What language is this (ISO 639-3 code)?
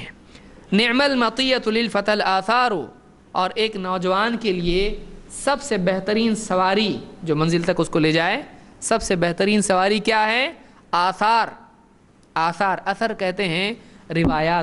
urd